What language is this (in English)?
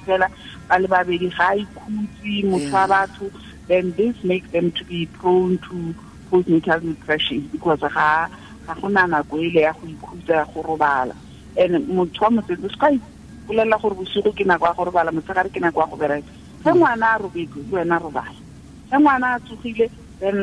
Tswana